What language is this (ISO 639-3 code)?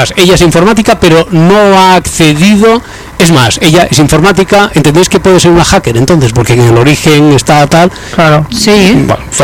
spa